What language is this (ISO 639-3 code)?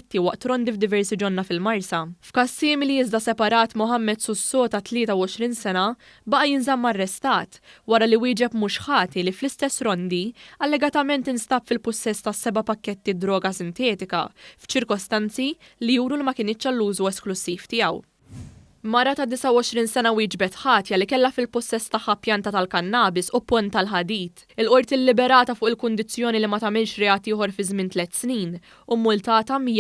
mlt